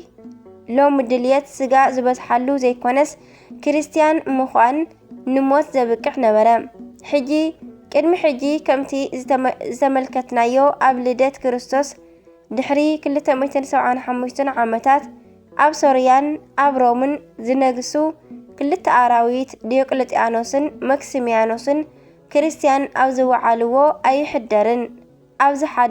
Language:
Tigrinya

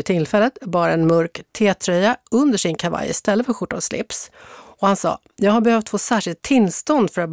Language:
Swedish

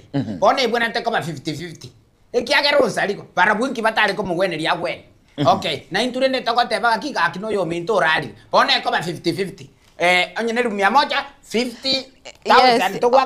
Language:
Gusii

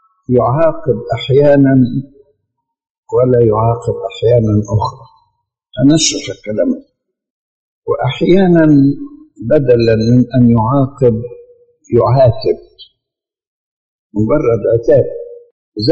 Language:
Egyptian Arabic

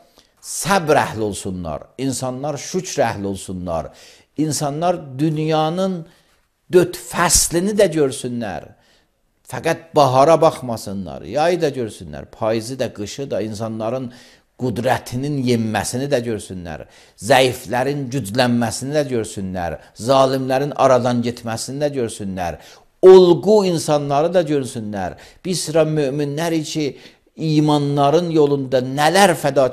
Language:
Azerbaijani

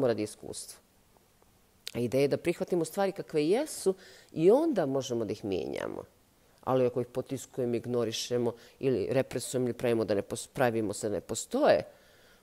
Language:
Bosnian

